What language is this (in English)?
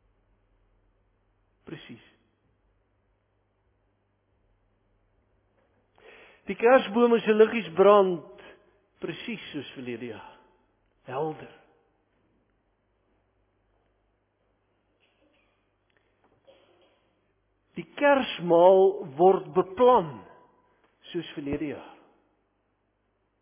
Afrikaans